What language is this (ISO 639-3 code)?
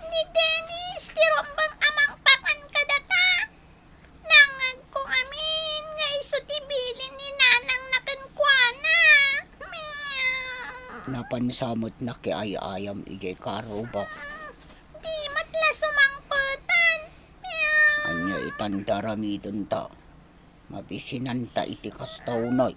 ilo